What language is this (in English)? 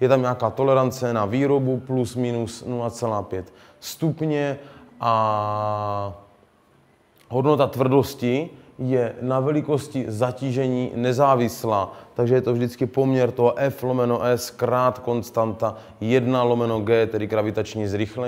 Czech